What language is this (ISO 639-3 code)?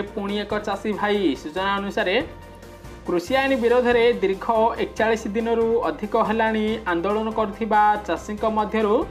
ori